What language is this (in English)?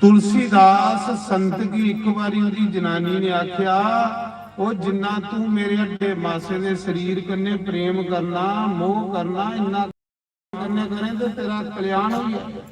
Dogri